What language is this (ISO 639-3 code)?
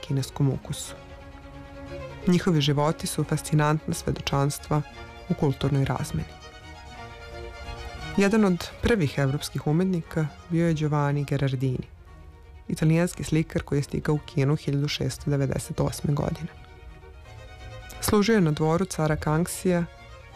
srp